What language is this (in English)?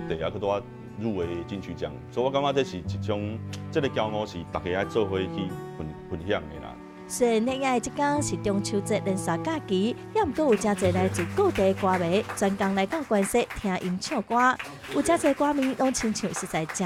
Min Nan Chinese